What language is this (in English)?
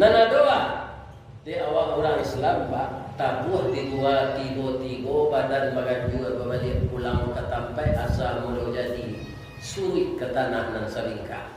Minangkabau